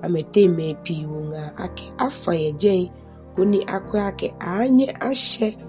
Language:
Ga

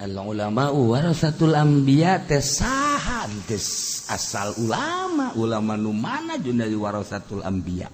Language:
Sundanese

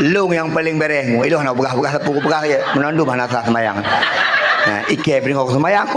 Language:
Achinese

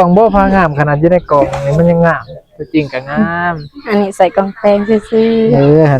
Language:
Northeastern Thai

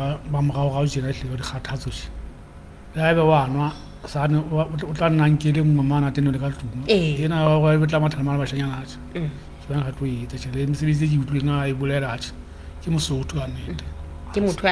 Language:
Southern Sotho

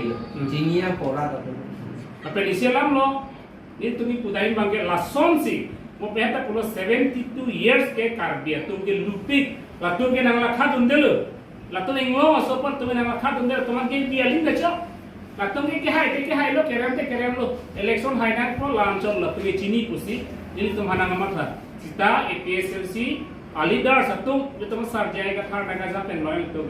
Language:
Karbi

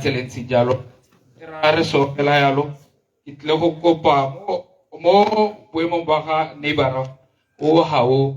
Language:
Tswana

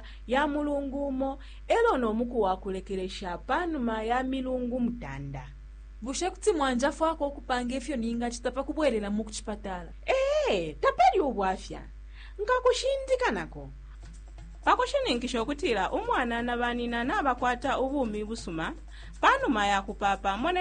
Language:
Bemba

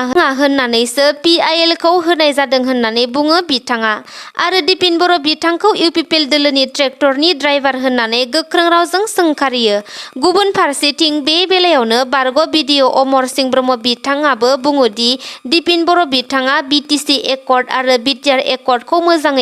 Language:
Bodo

